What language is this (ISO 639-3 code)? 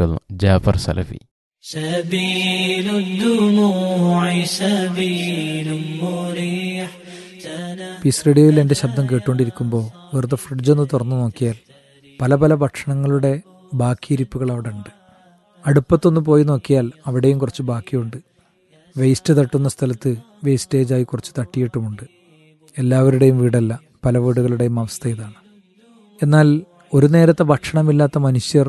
mal